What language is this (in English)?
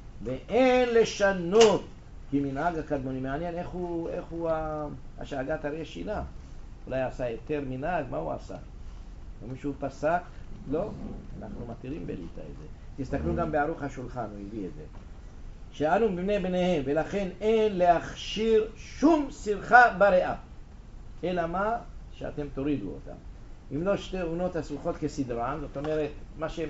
Hebrew